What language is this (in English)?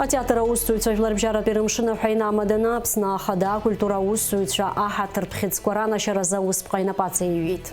Abkhazian